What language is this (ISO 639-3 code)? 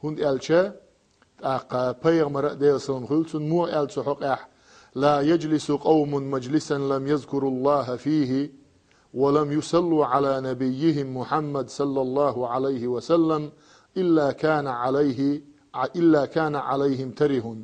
che